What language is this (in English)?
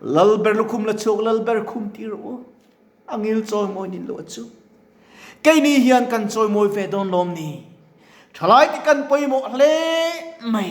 Mizo